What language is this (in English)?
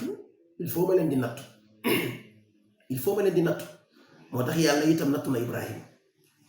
Wolof